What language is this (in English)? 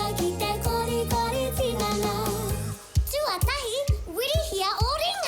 Māori